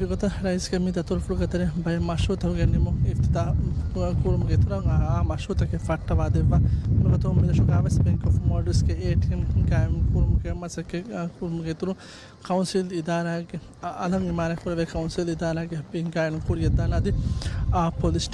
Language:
Divehi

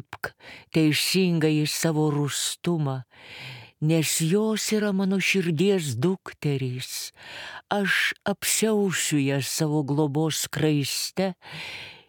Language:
Lithuanian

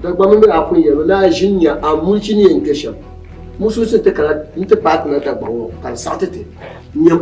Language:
Dagbani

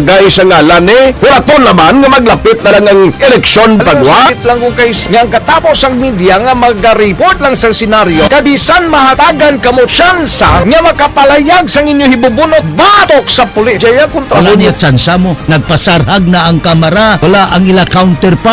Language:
Hiligaynon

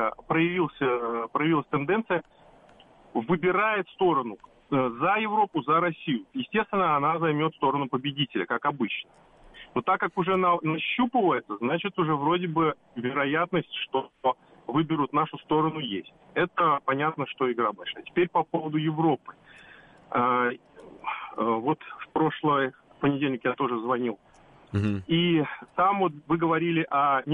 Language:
Russian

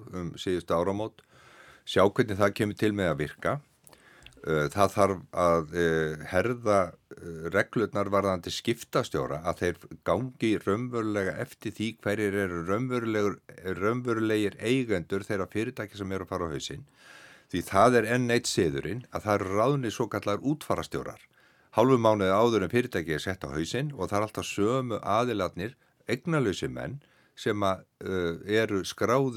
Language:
Icelandic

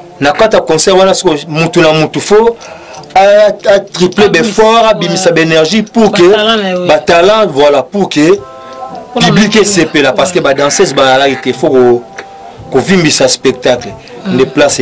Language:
Lingala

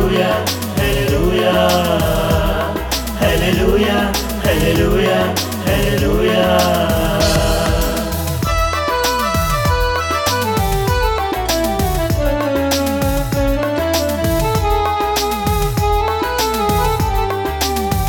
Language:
Telugu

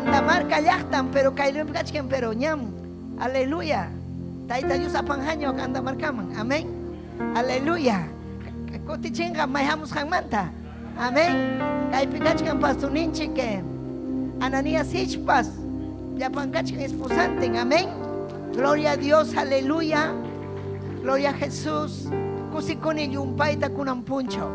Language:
Ayacucho Quechua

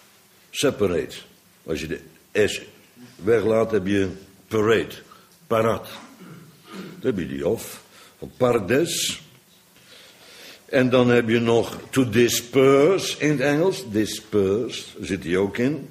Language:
Dutch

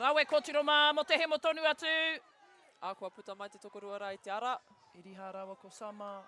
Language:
Māori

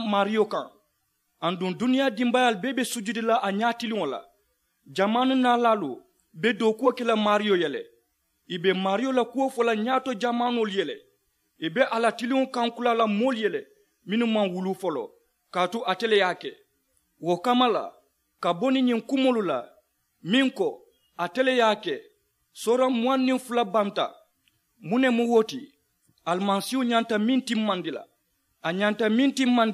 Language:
Mandingo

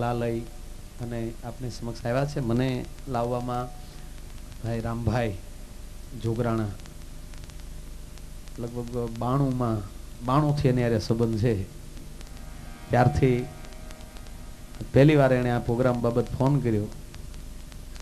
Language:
Gujarati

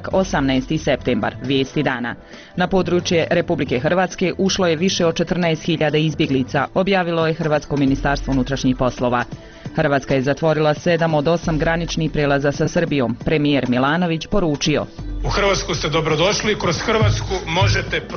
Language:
Bosnian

